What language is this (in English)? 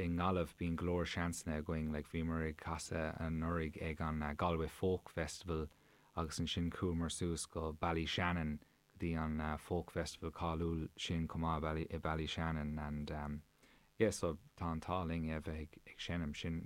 Irish